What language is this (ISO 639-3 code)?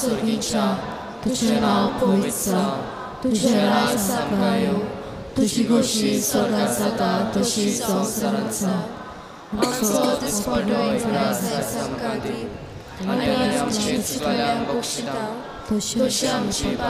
kok